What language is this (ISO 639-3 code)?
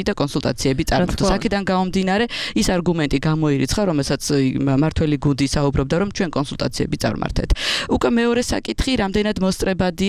kat